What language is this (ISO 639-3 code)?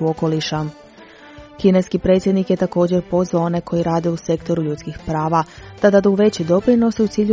hrv